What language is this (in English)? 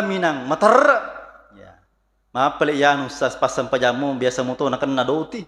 Buginese